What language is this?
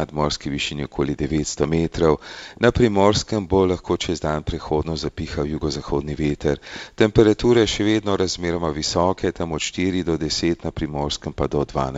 Slovenian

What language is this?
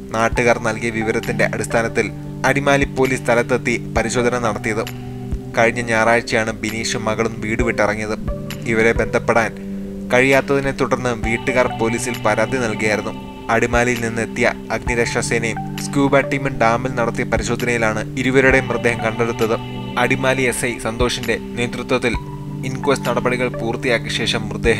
Malayalam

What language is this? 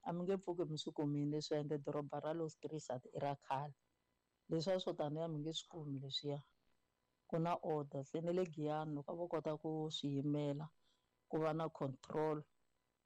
Tsonga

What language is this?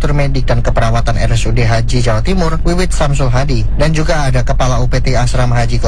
Indonesian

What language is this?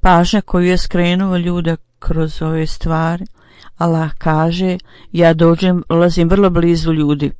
Bosnian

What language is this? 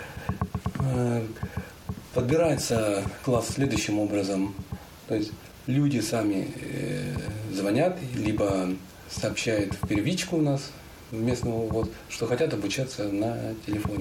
Russian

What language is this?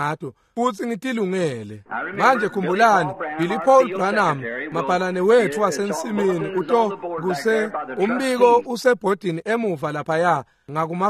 Swati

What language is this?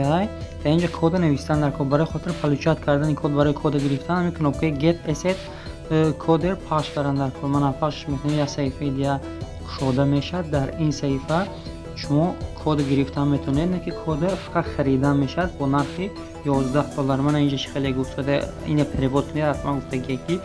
Tajik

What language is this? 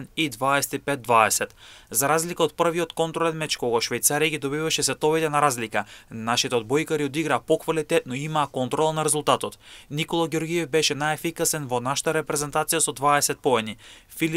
Macedonian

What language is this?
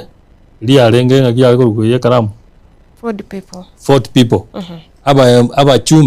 Gusii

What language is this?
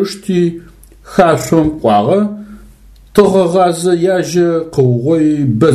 Adyghe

